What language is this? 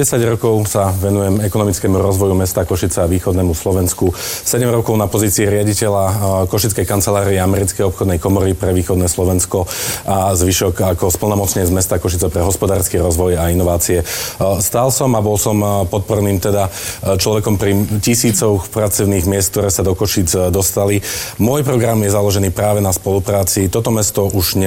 Slovak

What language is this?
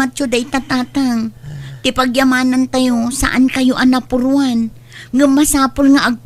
Iloko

